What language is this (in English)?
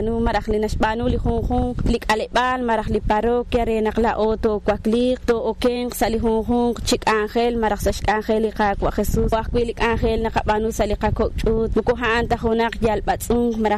Kekchí